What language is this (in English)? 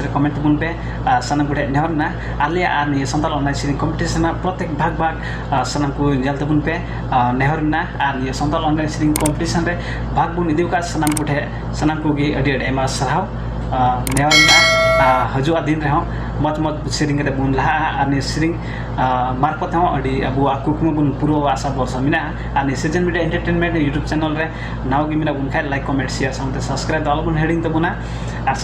Santali